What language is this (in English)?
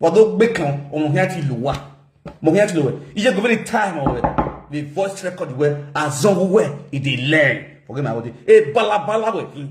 Nigerian Pidgin